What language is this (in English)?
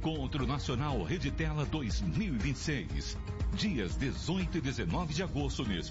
Portuguese